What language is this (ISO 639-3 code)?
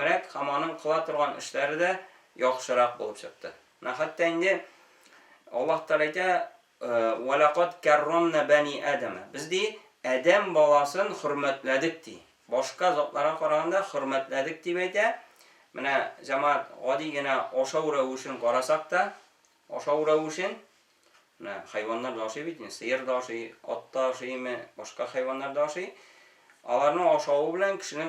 tat